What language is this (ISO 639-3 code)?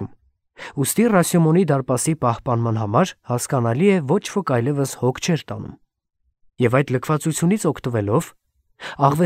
hye